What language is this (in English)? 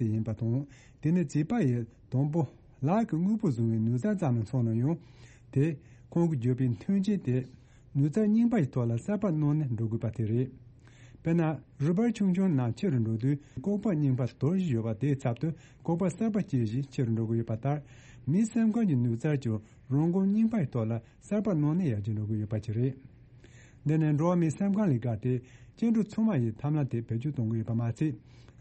Tibetan